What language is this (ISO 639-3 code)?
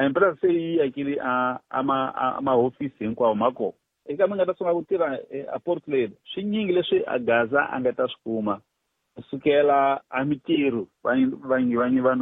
tso